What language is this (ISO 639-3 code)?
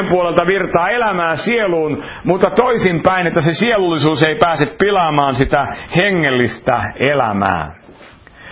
fin